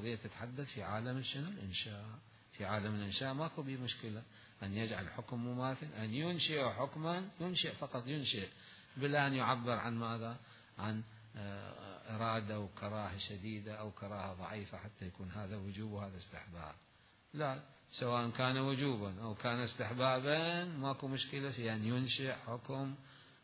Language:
Mesopotamian Arabic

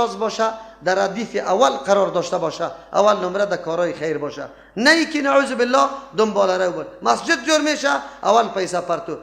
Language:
Persian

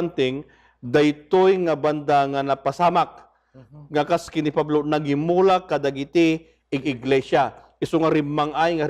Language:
Iloko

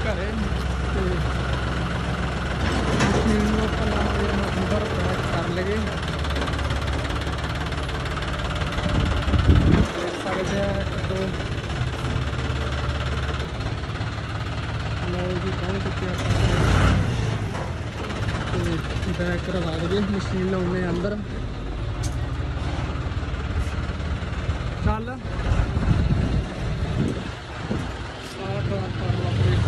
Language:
Punjabi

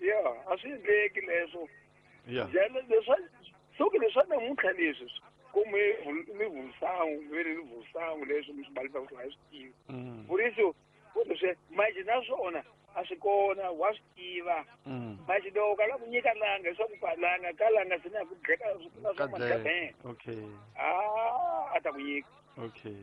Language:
Tsonga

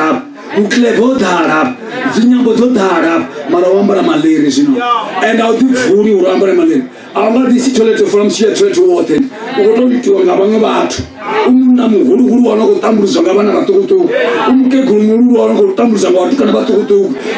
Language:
Venda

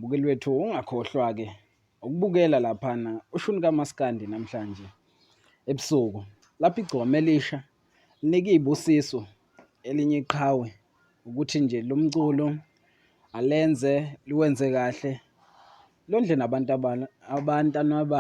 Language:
Zulu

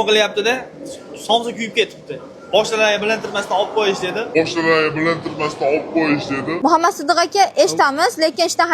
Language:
Uzbek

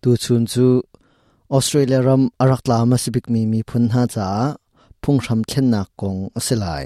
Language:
Hakha Chin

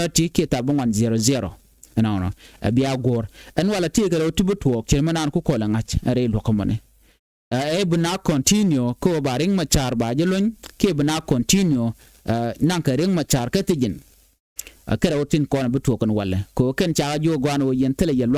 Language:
Nuer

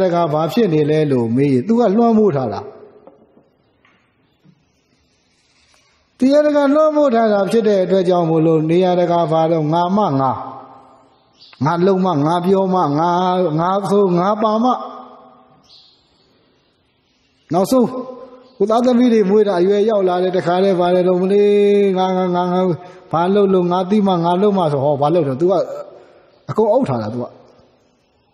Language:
Burmese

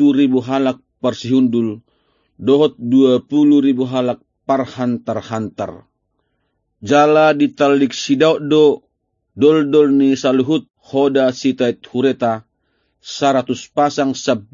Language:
Batak Toba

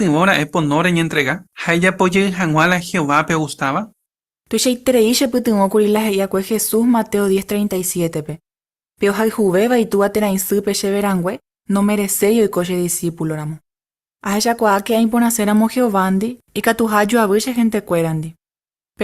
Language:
Guarani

